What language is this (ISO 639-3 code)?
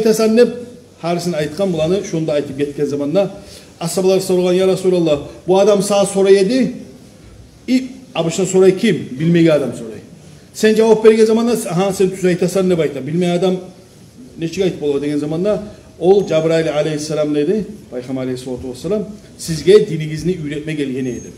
kum